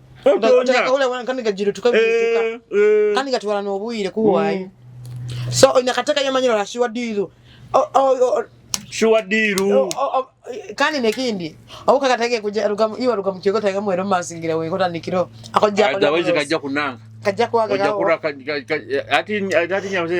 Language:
Nyoro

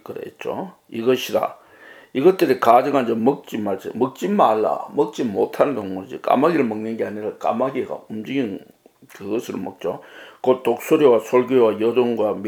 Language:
Korean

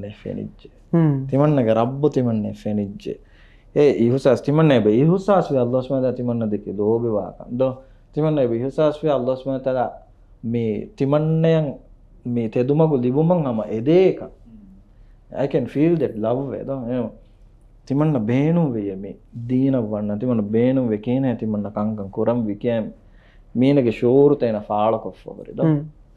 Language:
Divehi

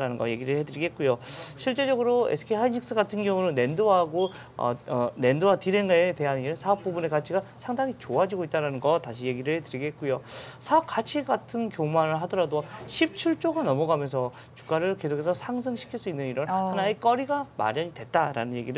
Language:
Korean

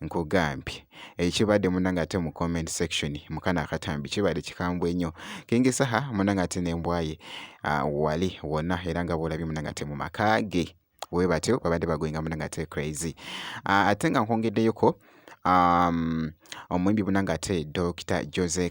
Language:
Ganda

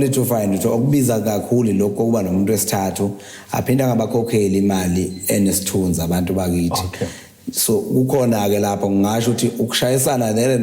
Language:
Zulu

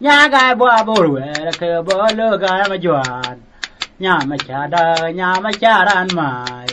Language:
Nuer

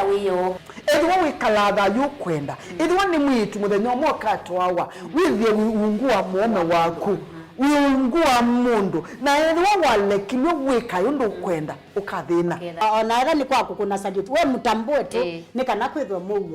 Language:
Kamba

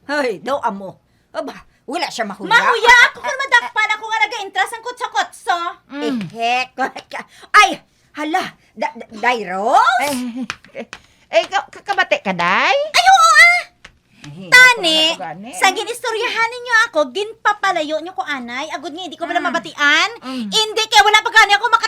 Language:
Hiligaynon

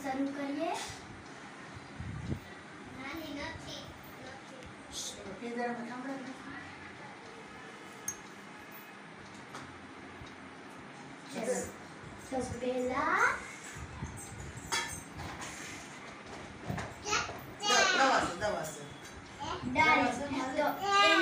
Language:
Gujarati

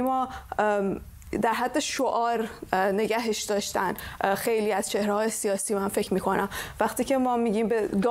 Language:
Persian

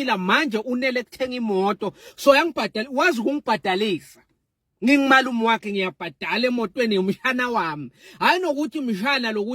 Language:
Zulu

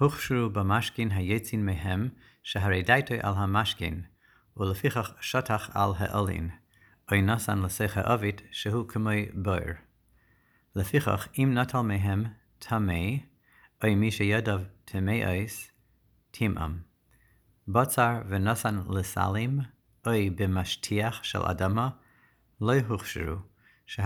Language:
Hebrew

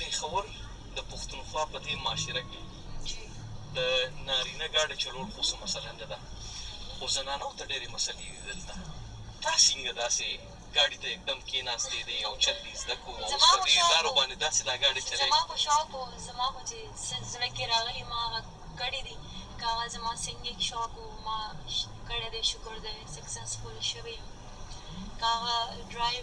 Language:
Pashto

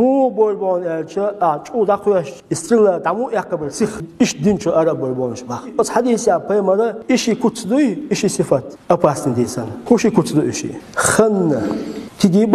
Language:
Chechen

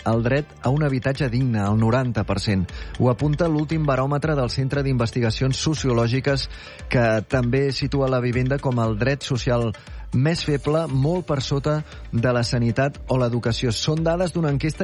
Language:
Catalan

